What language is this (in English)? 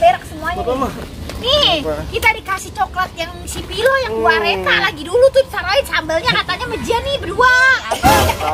Betawi